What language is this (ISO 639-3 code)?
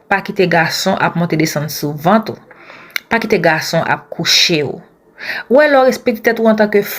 hat